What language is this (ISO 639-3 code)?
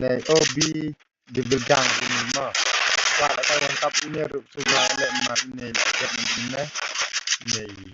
kha